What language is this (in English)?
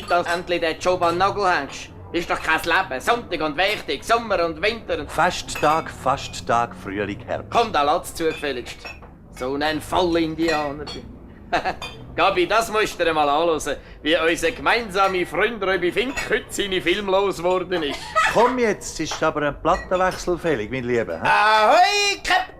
Swiss German